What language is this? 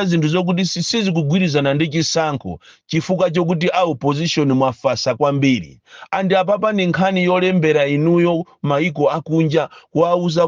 Nyanja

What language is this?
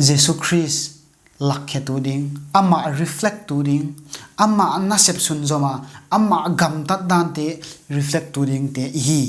Paite Chin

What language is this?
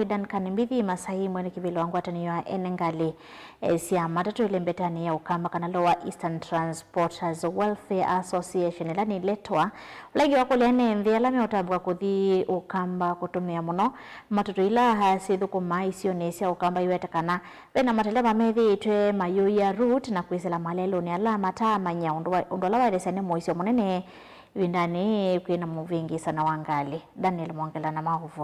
Kamba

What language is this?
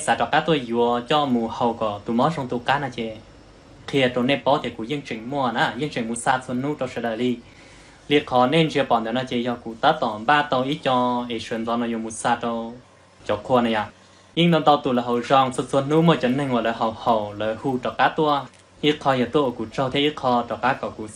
Hmong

